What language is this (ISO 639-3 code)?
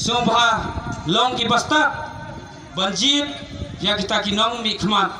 kha